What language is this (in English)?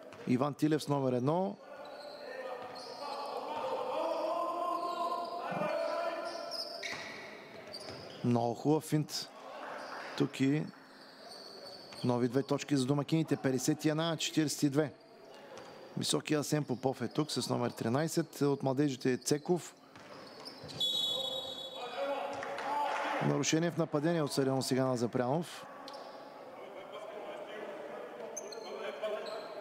Bulgarian